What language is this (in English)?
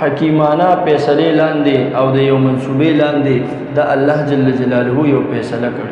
Pashto